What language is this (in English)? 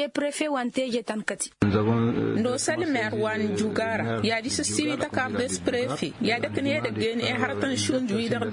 Tamasheq